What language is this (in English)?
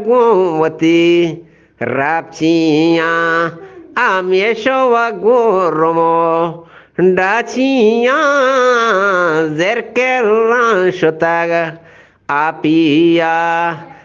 Eastern Balochi